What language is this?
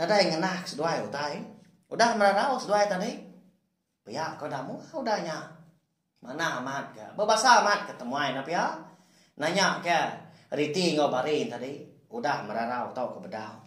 Iban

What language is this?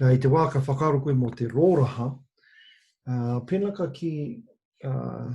Māori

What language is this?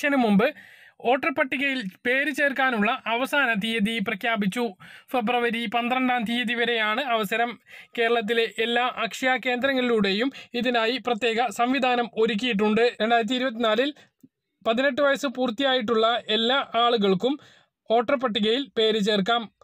Malayalam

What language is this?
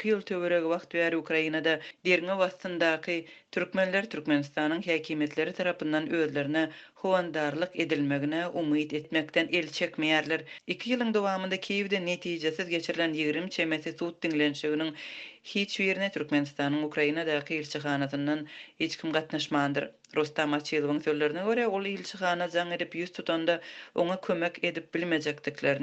Turkmen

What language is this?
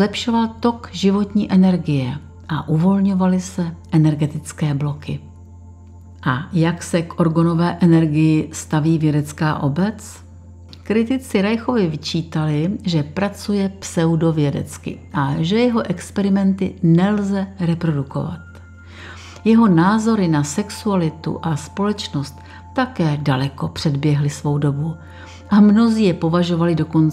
Czech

